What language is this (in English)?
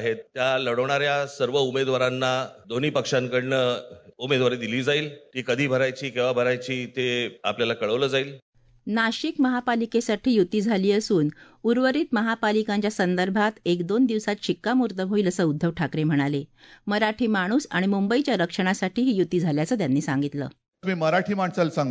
Marathi